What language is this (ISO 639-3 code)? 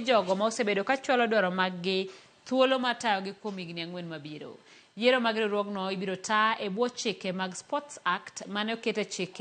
luo